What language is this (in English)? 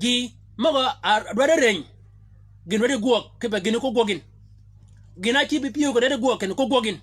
Shilluk